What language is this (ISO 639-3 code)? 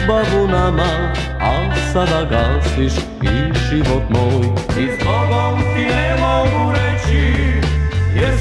hrv